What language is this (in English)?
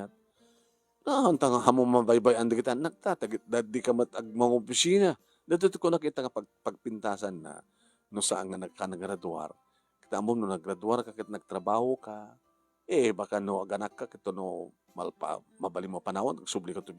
Iloko